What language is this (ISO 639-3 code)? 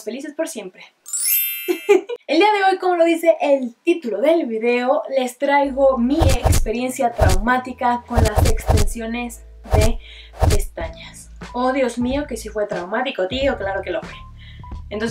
spa